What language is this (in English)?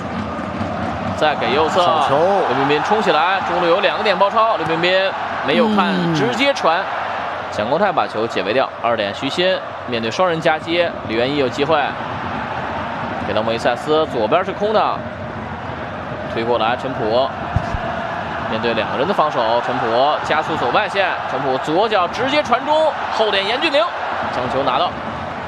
Chinese